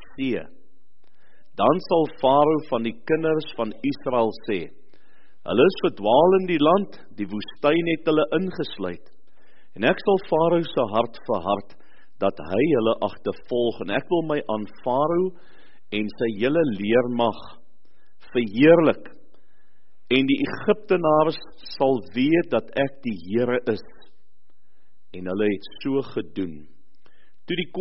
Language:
Afrikaans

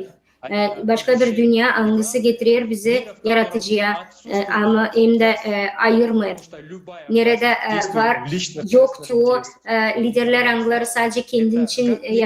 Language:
Gagauz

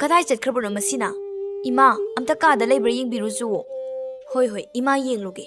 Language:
Manipuri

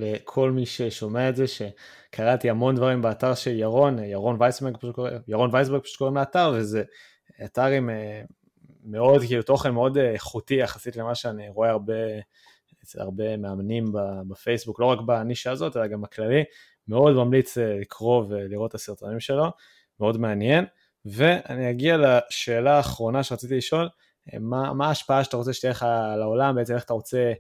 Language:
Hebrew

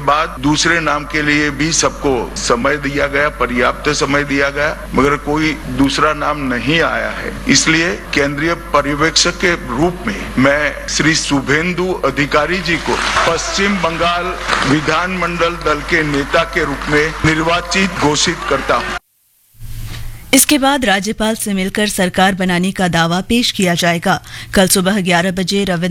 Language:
Hindi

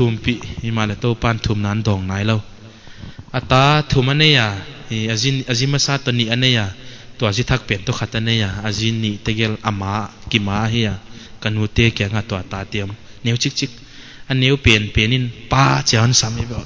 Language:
Paite Chin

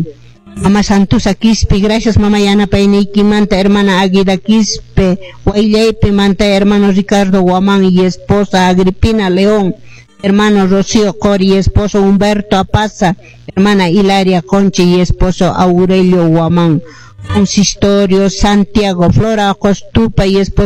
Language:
Quechua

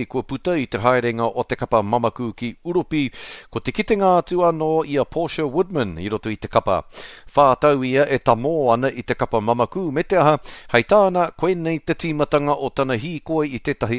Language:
Māori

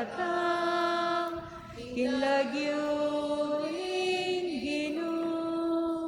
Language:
Pampanga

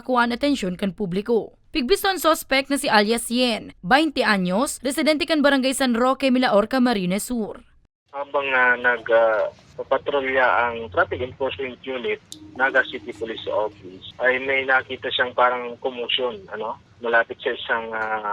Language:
Bikol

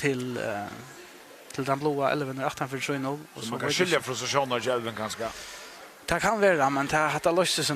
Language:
Faroese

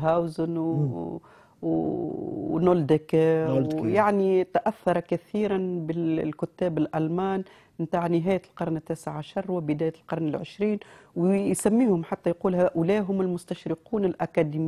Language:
Tunisian Arabic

